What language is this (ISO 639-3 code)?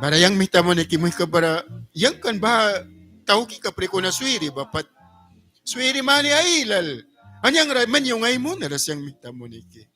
miq